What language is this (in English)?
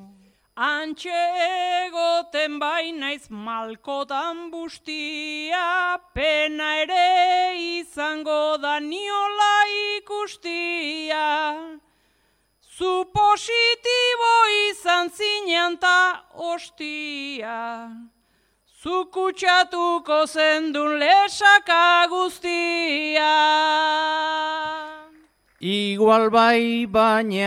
Basque